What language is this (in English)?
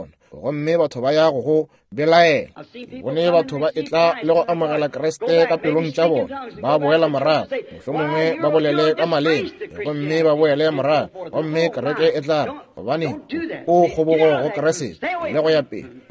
Northern Sotho